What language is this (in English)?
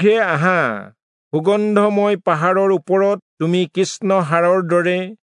Assamese